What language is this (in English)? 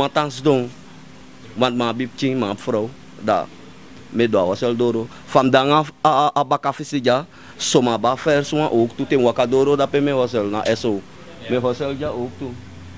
Sranan Tongo